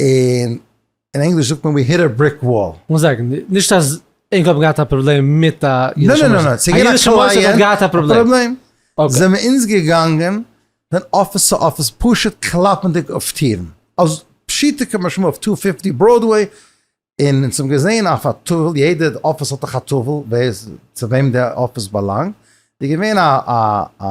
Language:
Yiddish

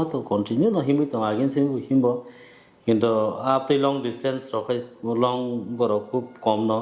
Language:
Kok Borok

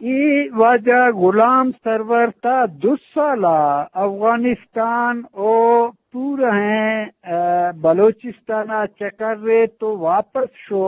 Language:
Eastern Balochi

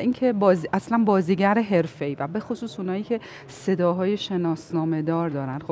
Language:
Persian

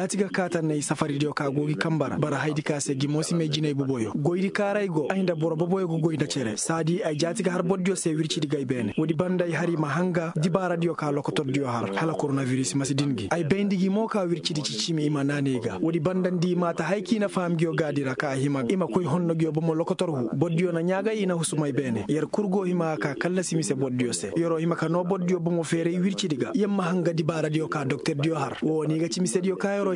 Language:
Koyraboro Senni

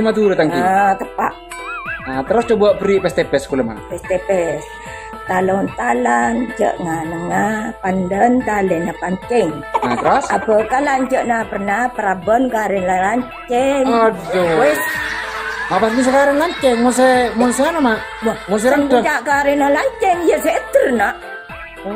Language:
Madurese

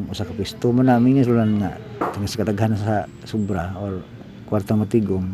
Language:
Cebuano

